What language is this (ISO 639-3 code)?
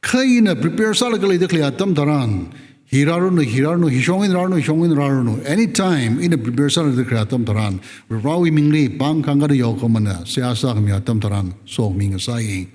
nmf